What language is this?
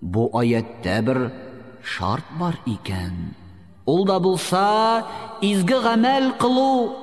Tatar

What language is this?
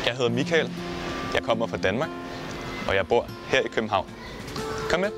Danish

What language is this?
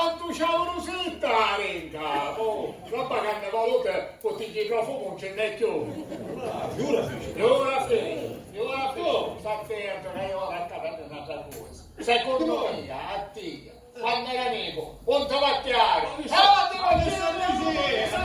Sicilian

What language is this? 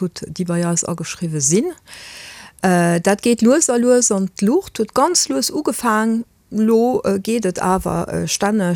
Luxembourgish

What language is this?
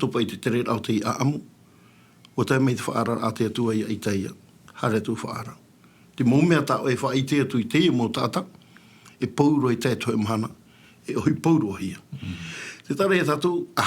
Tahitian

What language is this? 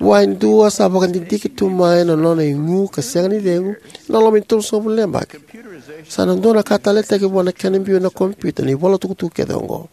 Fijian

